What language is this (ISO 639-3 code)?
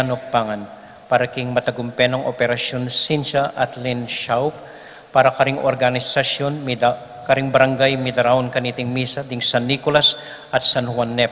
pam